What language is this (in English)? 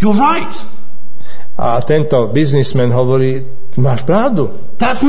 Slovak